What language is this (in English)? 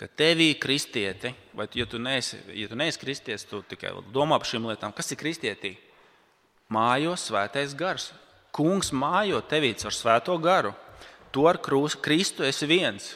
Latvian